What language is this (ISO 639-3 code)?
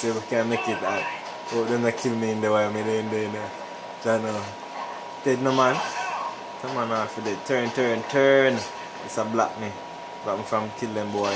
jam